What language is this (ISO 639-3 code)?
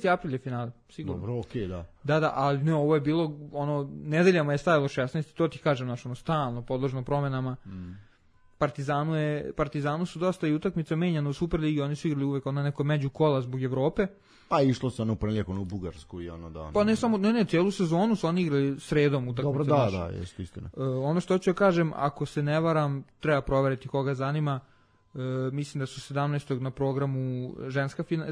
srp